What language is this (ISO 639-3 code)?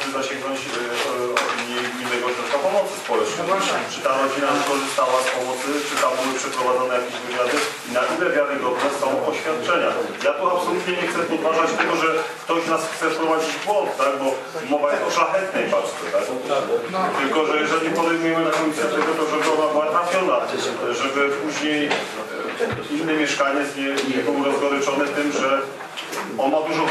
pol